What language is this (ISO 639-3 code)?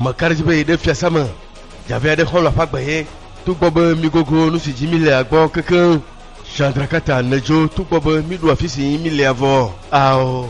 ewe